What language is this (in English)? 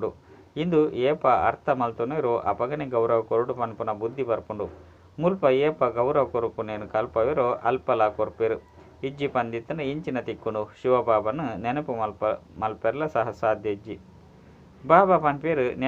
Tulu